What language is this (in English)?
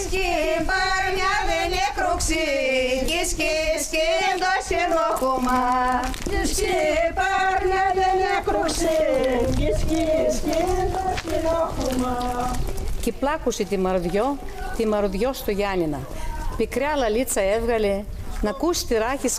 Greek